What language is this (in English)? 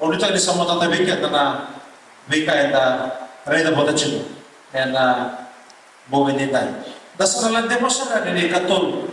Fijian